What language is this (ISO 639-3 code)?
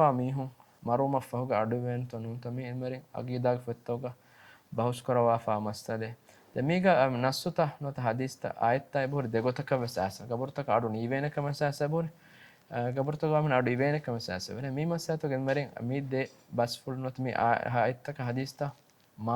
div